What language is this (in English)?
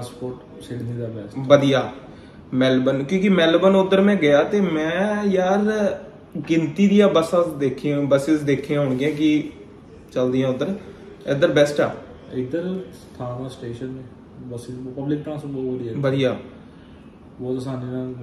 Punjabi